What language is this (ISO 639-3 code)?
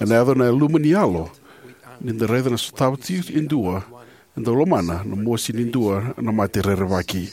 fij